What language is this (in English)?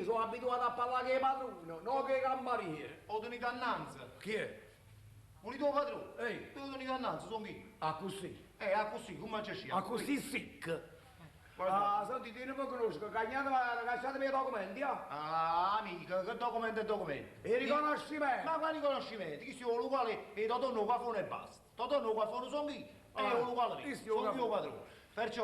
Neapolitan